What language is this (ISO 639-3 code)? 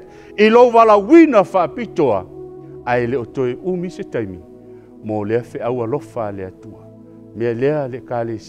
smo